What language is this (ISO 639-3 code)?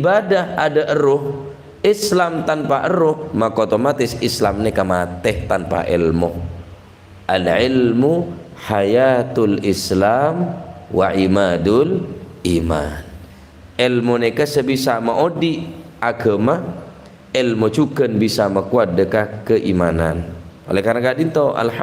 mad